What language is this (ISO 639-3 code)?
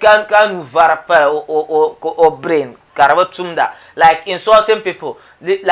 dag